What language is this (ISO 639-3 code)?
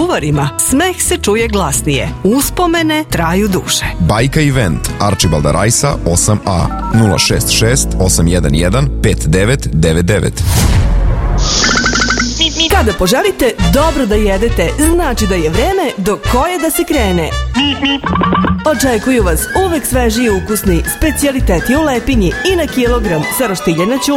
srp